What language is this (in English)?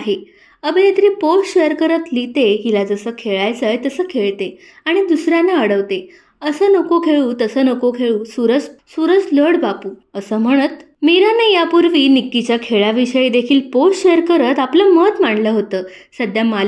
Marathi